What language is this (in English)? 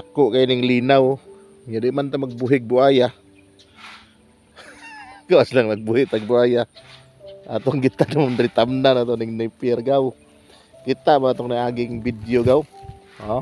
Cebuano